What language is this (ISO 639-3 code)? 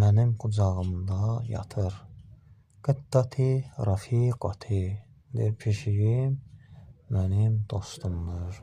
aze